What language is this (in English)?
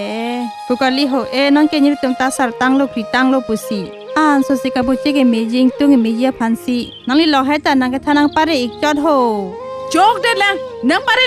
Karbi